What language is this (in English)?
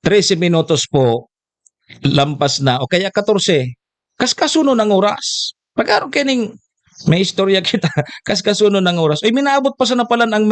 Bikol